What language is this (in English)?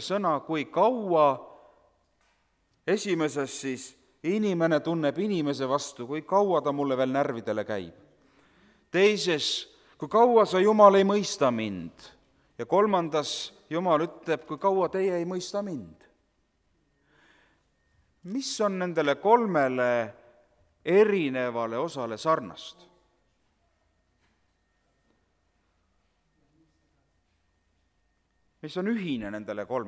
Estonian